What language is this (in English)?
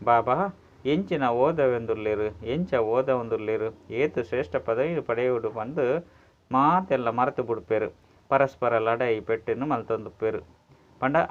Tulu